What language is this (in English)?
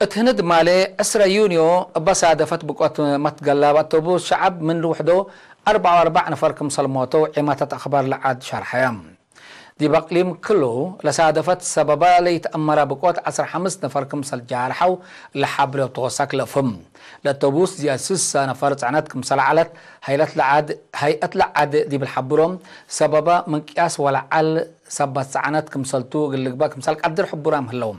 Tigre